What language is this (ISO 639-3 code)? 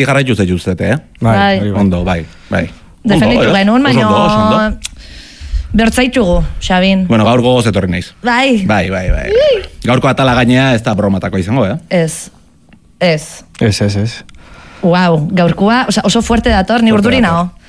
eus